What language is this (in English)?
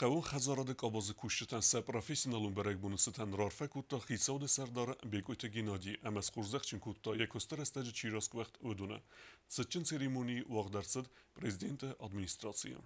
Ossetic